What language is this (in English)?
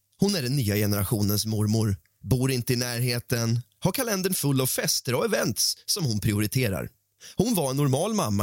Swedish